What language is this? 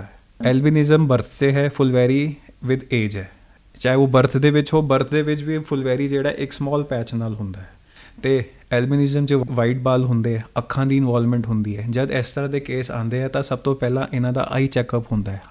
Punjabi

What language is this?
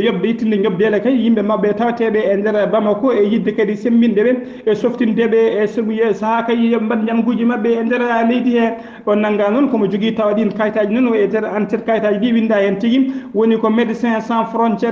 Fula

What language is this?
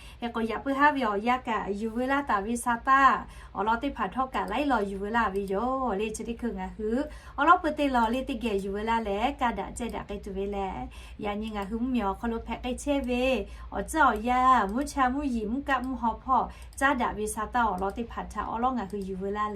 Lahu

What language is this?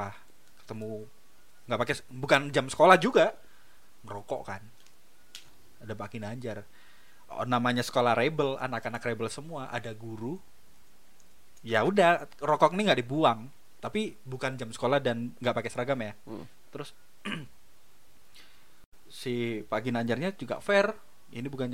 Indonesian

